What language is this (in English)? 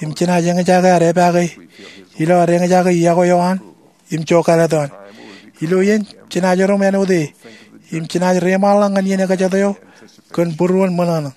Marshallese